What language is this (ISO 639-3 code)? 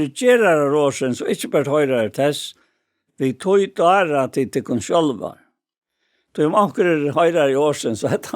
fao